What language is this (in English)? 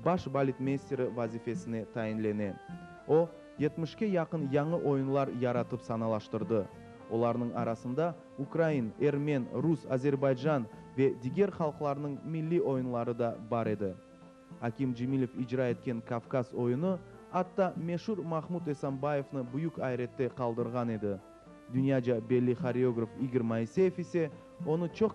Crimean Tatar